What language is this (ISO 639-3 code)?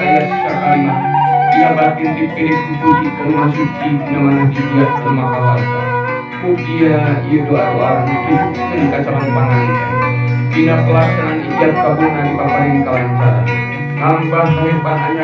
sun